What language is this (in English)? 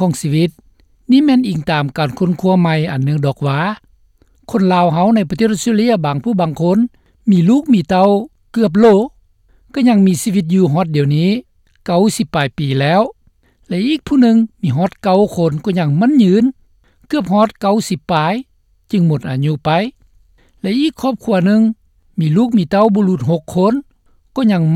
Lao